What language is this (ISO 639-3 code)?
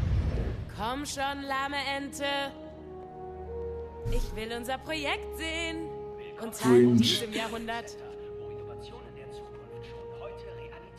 deu